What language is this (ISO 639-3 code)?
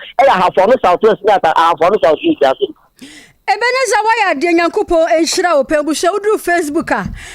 aka